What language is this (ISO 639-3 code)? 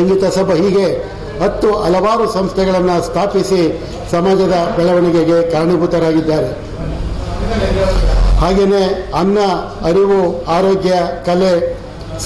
kan